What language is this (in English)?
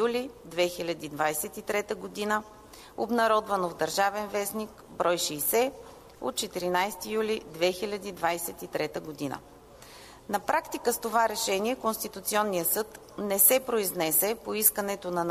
Bulgarian